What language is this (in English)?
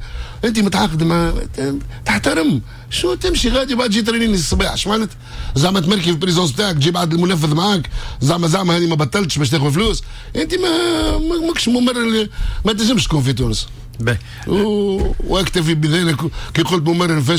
Tunisian Arabic